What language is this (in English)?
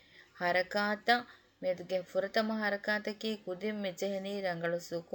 Divehi